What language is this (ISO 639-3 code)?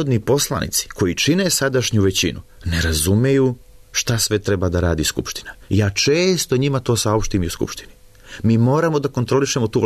srp